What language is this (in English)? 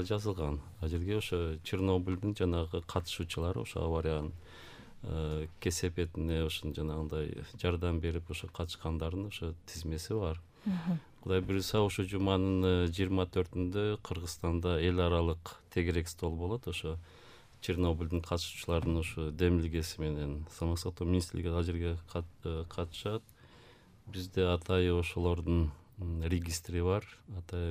Kyrgyz